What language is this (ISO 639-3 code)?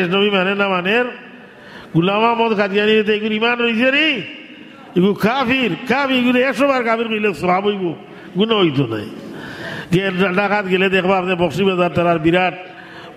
syl